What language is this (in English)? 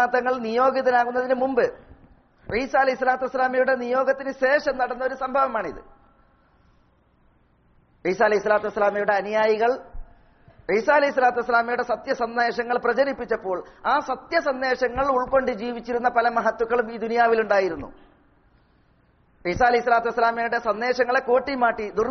Malayalam